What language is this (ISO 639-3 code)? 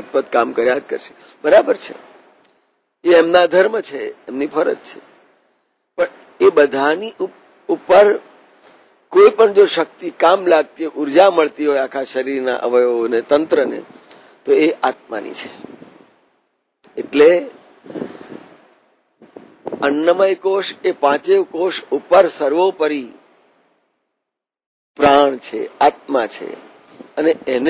guj